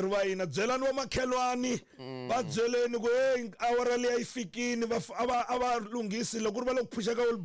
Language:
Tsonga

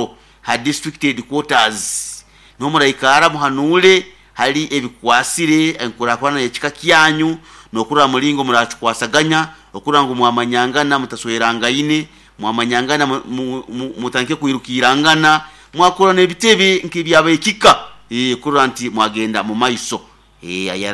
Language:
Nyoro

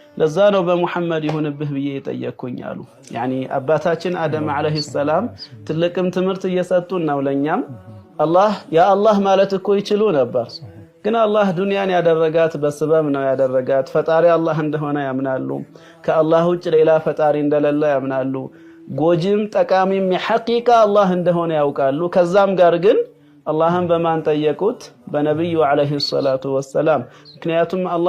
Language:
Amharic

